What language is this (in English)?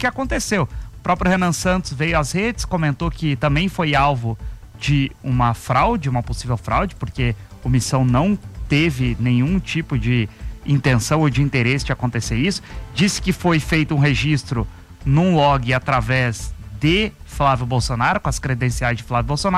Portuguese